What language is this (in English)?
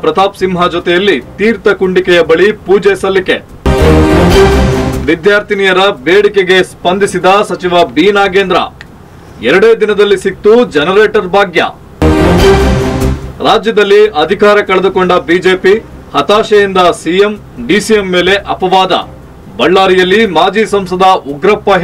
Kannada